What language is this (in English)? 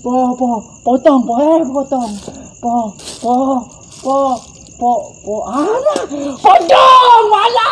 Betawi